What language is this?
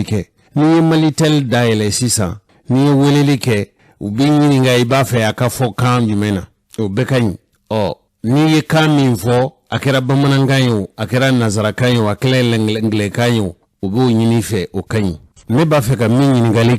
Bambara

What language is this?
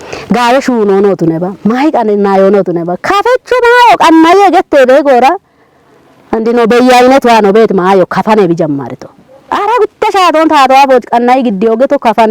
Kafa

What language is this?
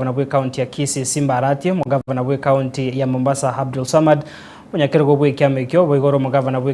Gusii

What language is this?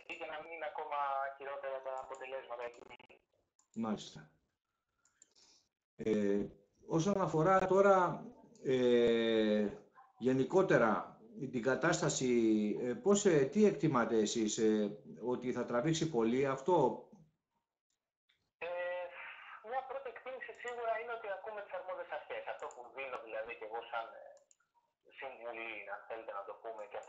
Greek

